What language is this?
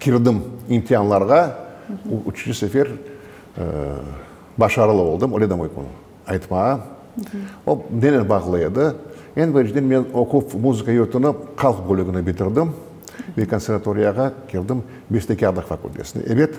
Crimean Tatar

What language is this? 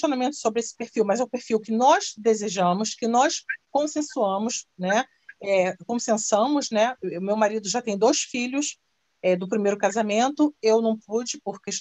Portuguese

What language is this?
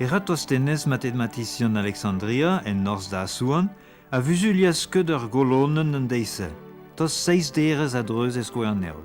Breton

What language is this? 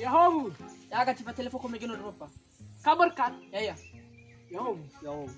Nias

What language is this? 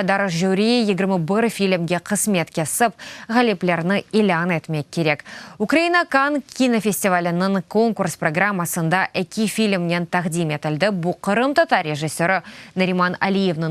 Crimean Tatar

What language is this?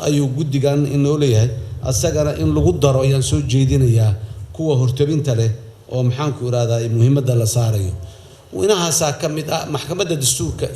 Somali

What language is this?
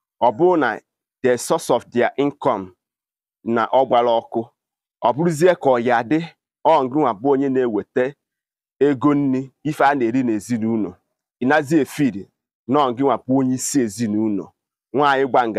Igbo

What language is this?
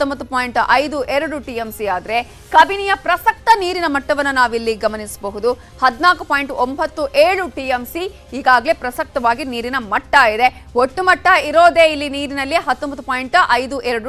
Kannada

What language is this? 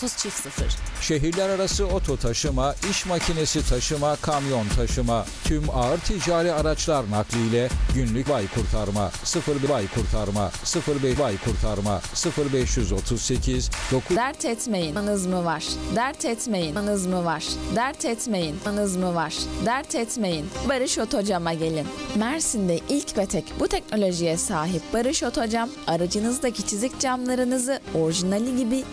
Turkish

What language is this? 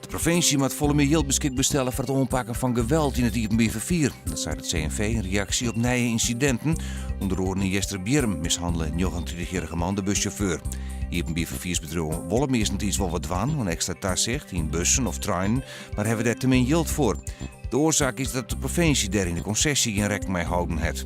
Western Frisian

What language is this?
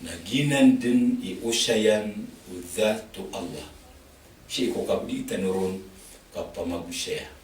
Maranao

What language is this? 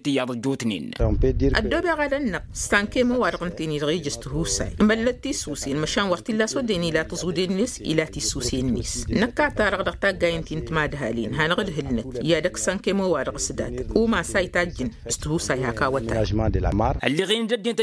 Tamasheq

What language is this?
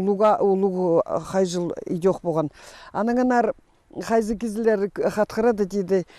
Khakas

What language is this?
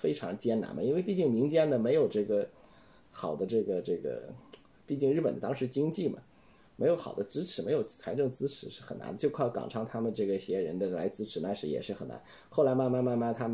Chinese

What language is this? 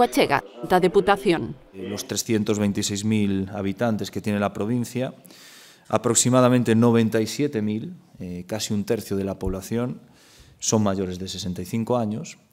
Galician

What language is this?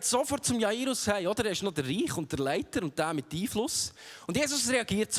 Swiss German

